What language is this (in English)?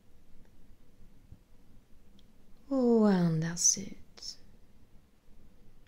Swedish